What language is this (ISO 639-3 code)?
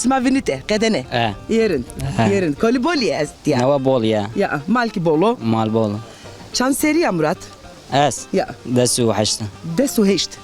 zza